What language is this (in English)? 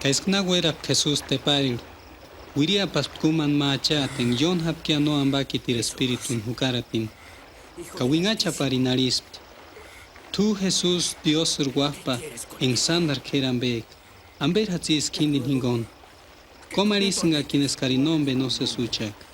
Purepecha